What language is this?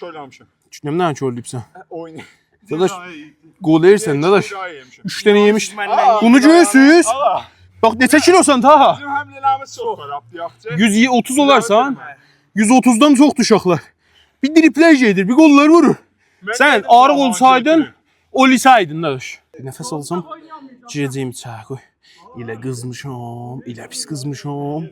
South Azerbaijani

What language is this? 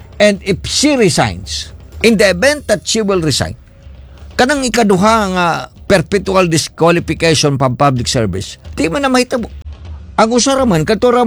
Cebuano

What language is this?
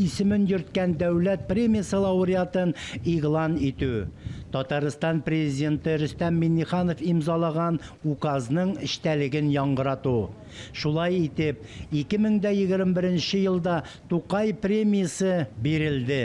Tatar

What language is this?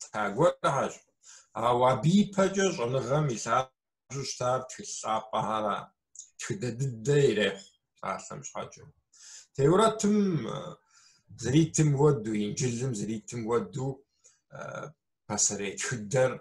Kabardian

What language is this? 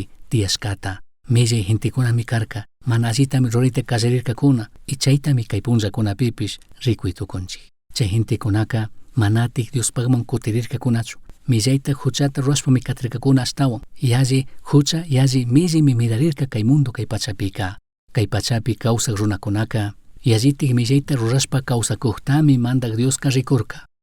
Chimborazo Highland Quichua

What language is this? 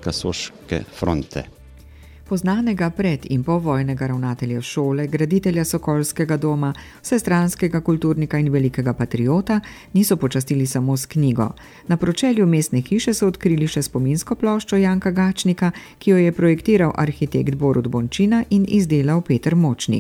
Slovenian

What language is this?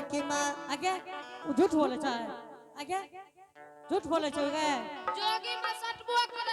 Angika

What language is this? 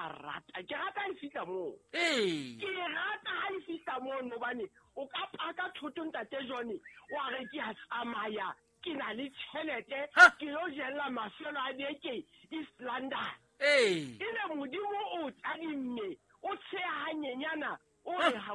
Southern Sotho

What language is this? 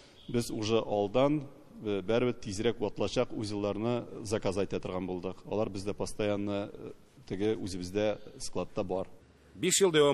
Tatar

